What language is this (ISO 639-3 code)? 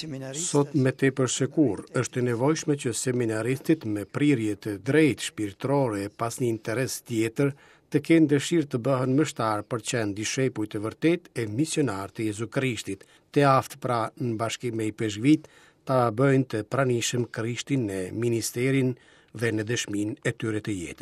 sqi